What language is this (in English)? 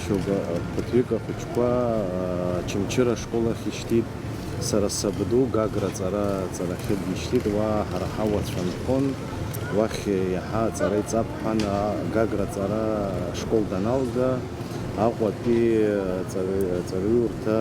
Abkhazian